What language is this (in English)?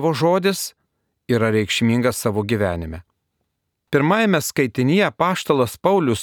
Lithuanian